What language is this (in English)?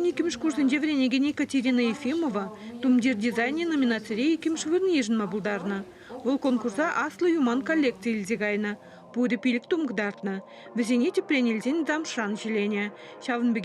Chuvash